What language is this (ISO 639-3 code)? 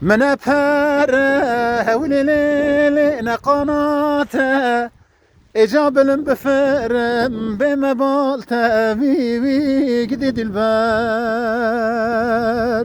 kur